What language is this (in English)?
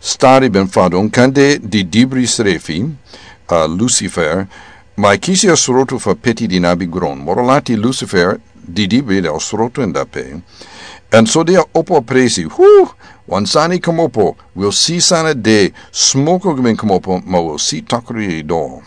Sranan Tongo